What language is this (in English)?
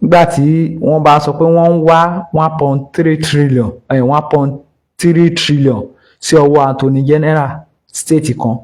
Yoruba